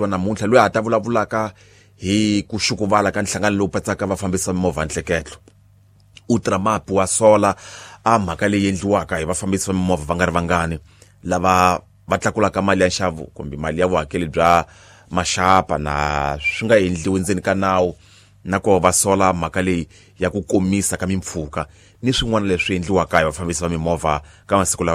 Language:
Tsonga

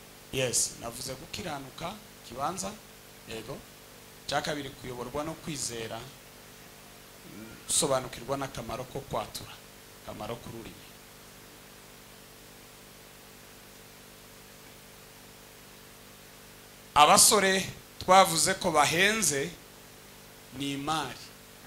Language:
Kinyarwanda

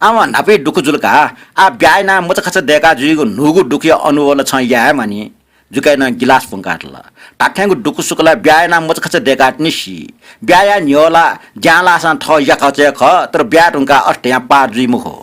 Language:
Newari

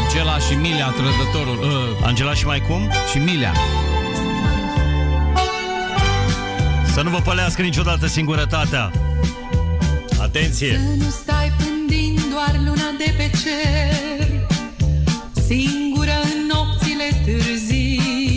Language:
Romanian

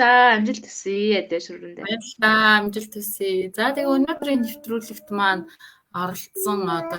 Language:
Mongolian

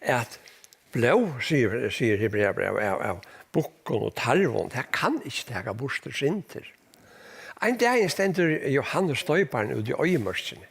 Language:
Faroese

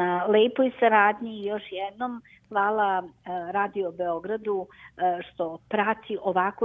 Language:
Serbian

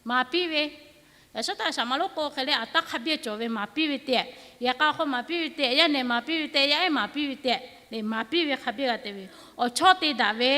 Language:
Lahu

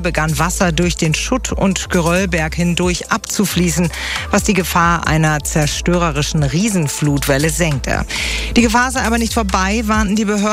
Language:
German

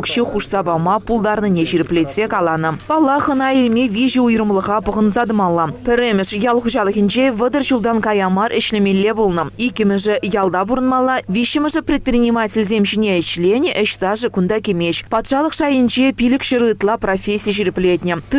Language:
Chuvash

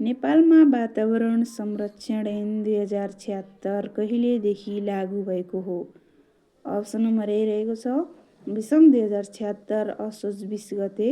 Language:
Nepali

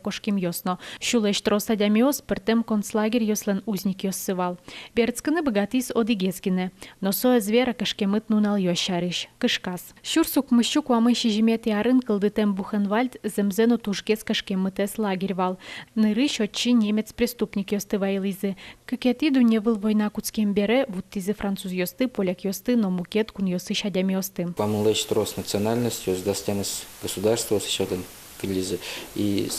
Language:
Udmurt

